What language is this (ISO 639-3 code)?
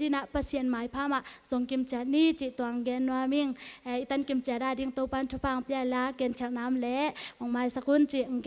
ctd